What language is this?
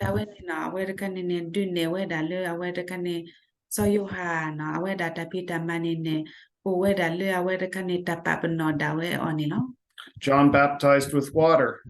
S'gaw Karen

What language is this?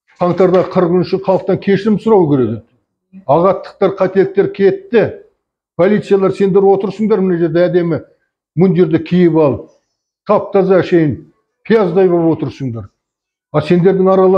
Kazakh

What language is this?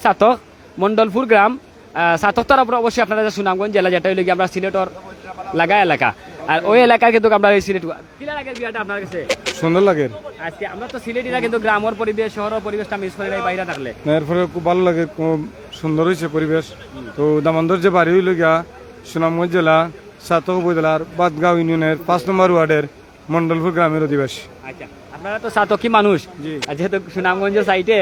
Sylheti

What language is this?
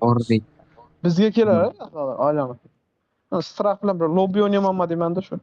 Kara-Kalpak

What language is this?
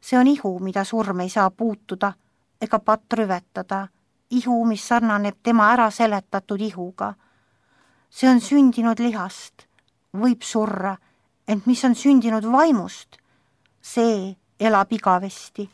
Estonian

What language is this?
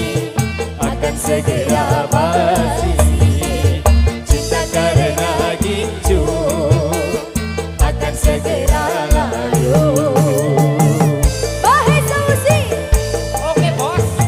Indonesian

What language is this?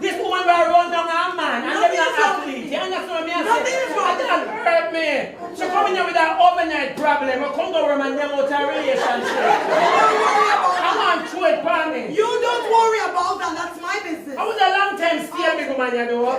Jamaican Creole English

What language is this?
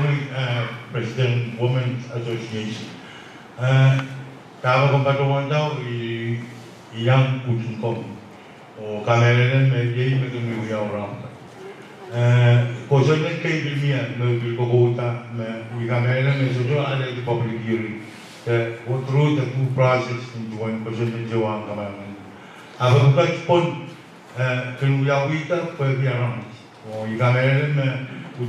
Pohnpeian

